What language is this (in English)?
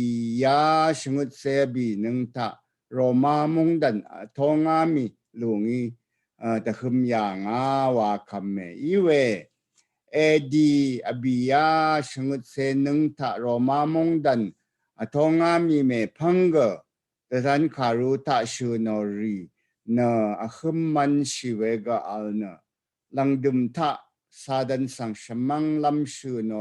Rawang